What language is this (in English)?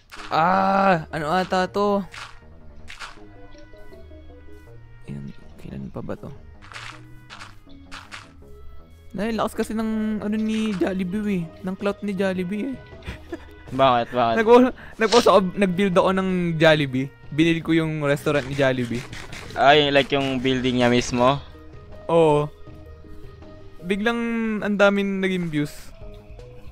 Filipino